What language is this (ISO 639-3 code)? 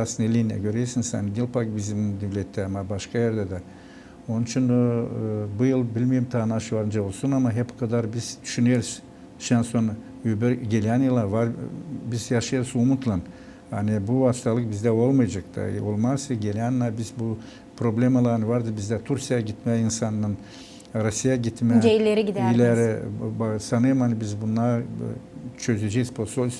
gag